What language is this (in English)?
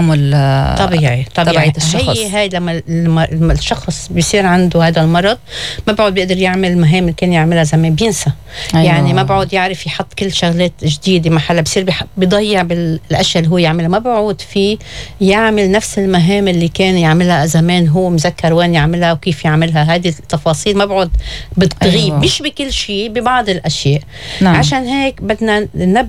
North Levantine Arabic